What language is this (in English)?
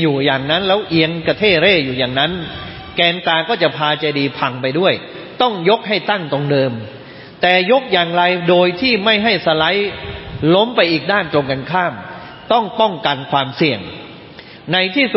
Thai